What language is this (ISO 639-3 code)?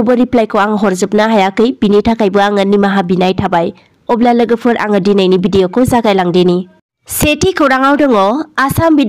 brx